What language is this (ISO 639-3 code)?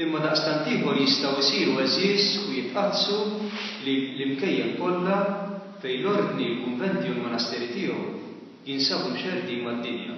mlt